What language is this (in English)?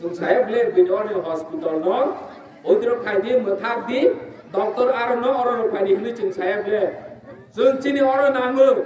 Kok Borok